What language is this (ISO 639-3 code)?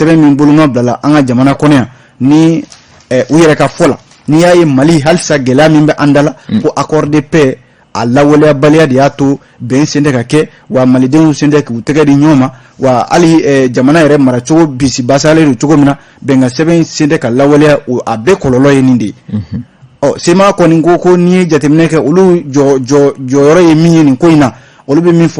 bam